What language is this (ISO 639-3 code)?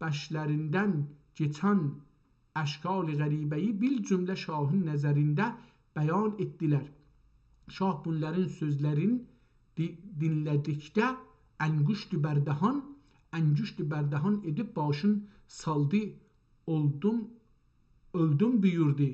azb